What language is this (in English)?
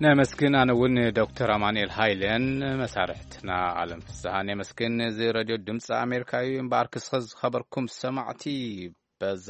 Tigrinya